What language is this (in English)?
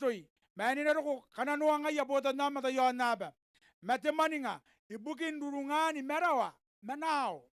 Gilbertese